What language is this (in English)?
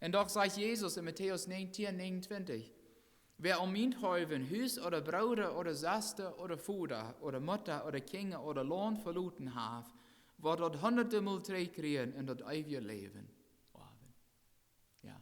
Plautdietsch